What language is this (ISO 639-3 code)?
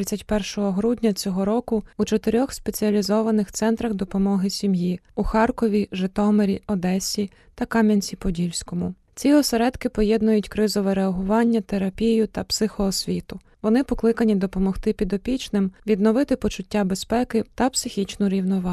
ukr